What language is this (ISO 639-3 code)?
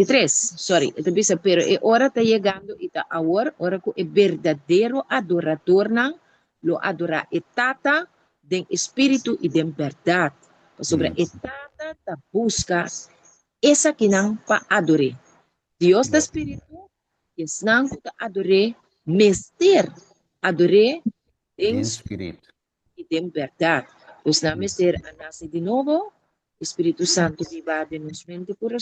pap